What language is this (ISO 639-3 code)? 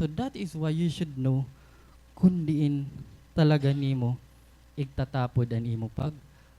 war